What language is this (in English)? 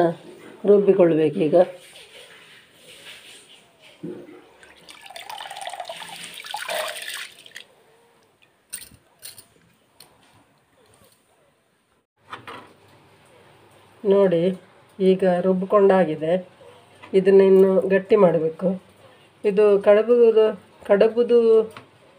Kannada